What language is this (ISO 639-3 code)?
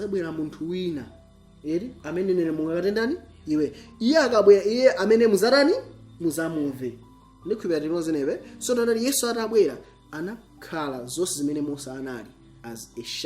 nya